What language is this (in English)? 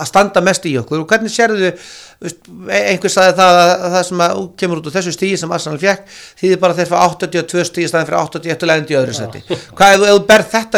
Icelandic